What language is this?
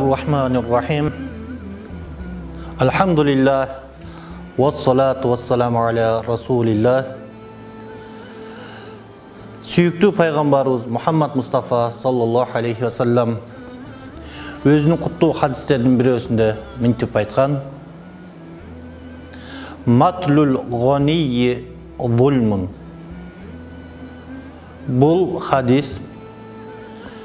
Kyrgyz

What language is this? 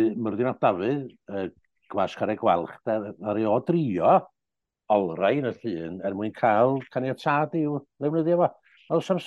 Welsh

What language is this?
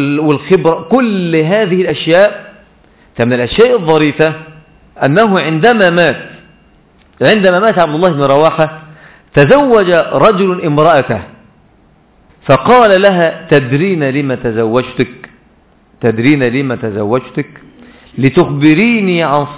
Arabic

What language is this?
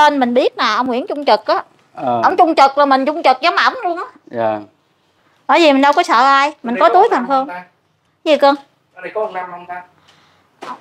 Vietnamese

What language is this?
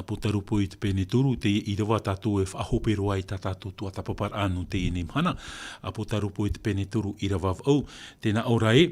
Tahitian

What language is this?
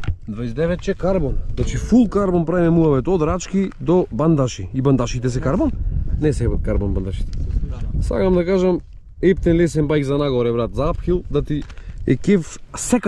Macedonian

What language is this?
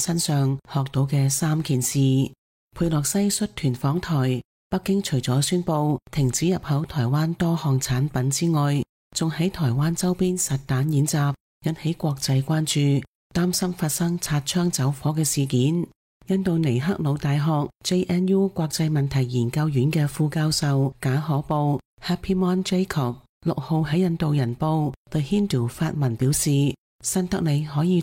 Cantonese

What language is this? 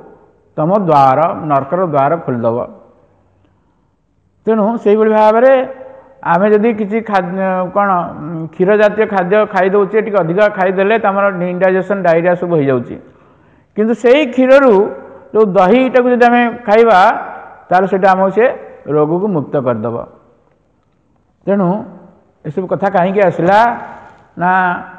Odia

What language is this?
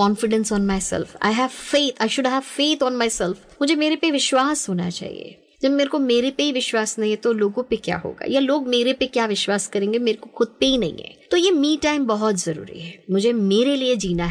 Hindi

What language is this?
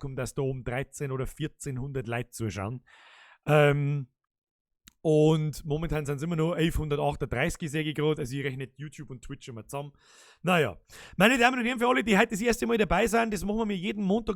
Bavarian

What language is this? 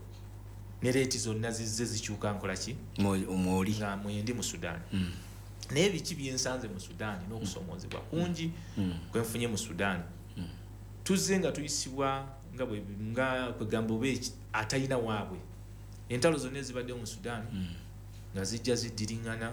Ganda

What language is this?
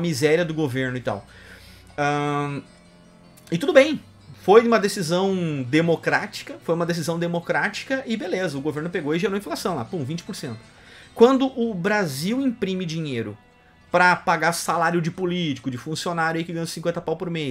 Portuguese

